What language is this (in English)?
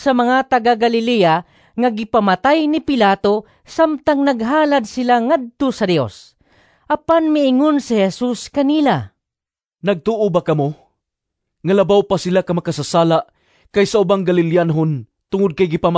Cebuano